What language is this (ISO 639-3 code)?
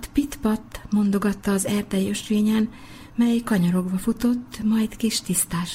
hun